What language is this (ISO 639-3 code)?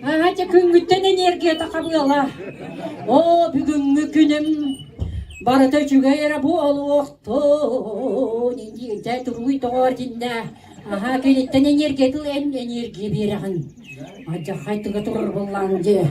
sah